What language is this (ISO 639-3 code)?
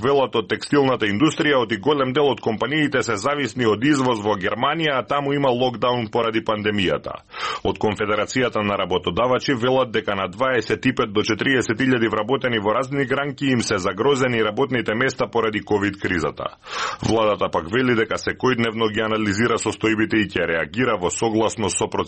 mkd